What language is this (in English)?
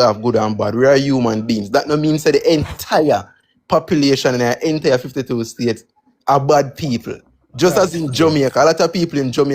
Jamaican Creole English